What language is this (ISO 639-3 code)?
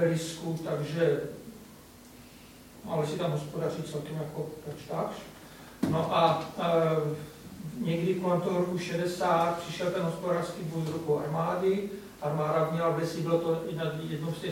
ces